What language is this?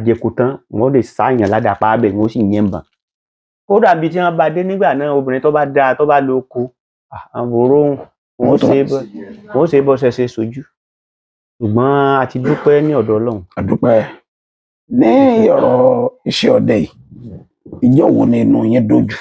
Yoruba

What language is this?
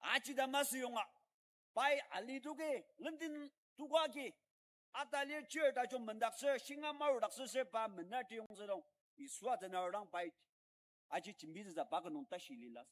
Ao Naga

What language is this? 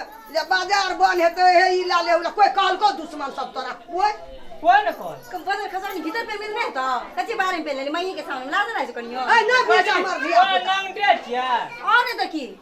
Maithili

